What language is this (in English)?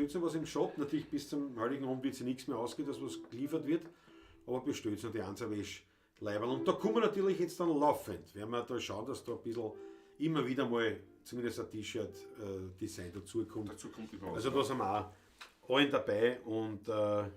Bavarian